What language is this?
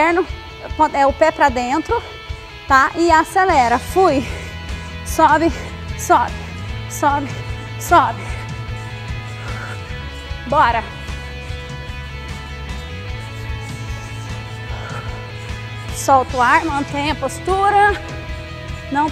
Portuguese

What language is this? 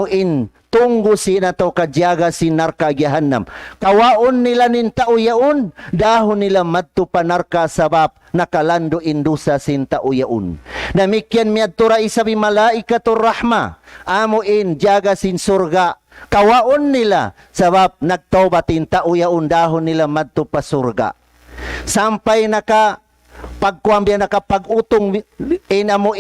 Tausug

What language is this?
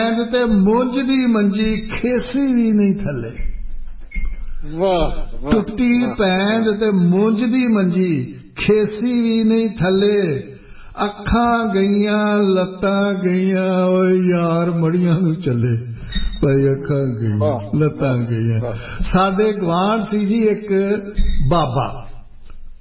Punjabi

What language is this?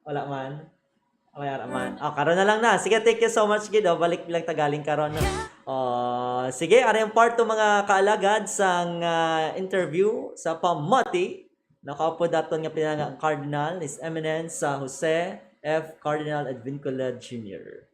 Hiligaynon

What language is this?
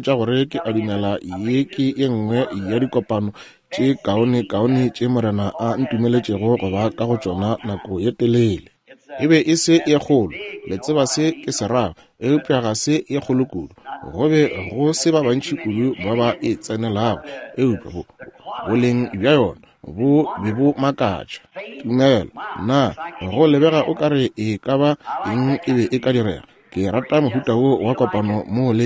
Northern Sotho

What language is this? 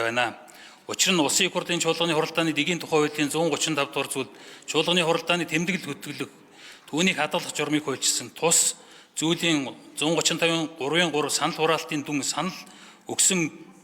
Mongolian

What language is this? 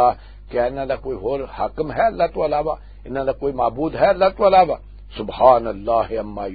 Western Panjabi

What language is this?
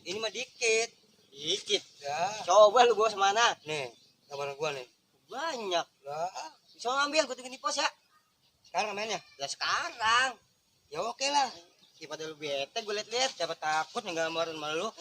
Betawi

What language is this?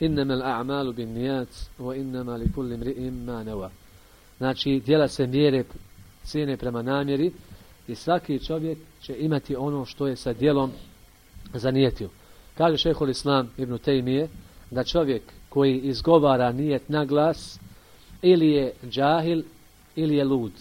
Bosnian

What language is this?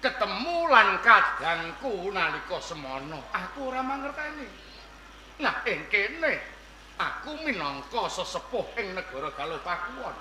Javanese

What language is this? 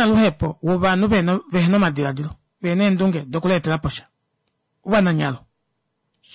Kuanyama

